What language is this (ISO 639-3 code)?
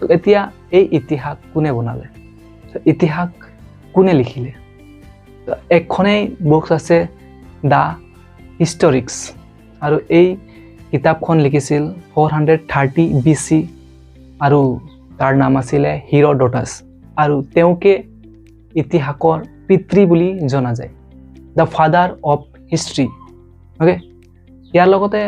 asm